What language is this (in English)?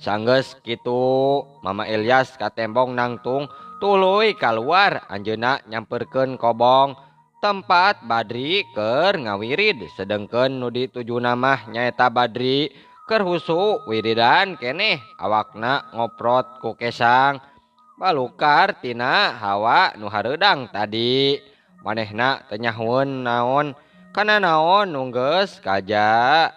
Sundanese